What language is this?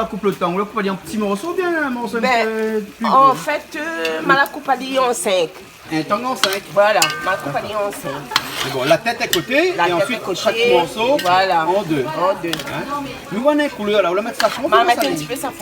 Réunion Creole French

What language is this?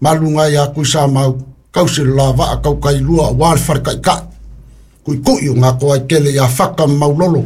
Samoan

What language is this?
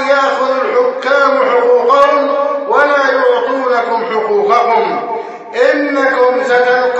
Arabic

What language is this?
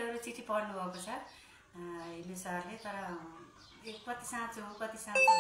Nepali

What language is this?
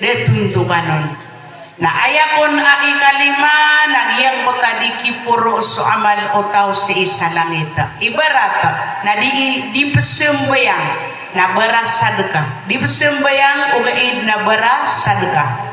Maranao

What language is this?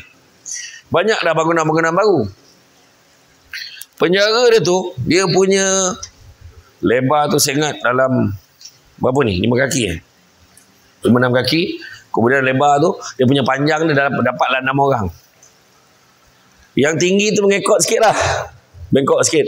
Malay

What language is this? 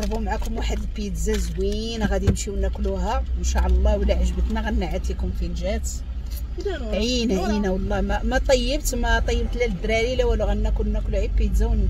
Moroccan Arabic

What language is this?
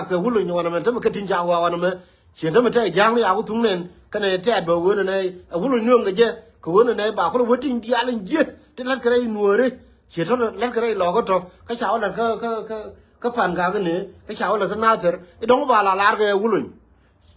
Nuer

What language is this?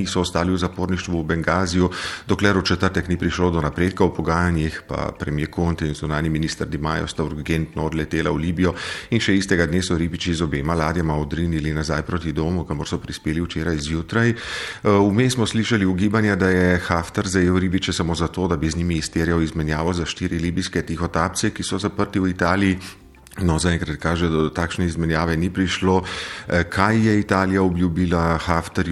Slovenian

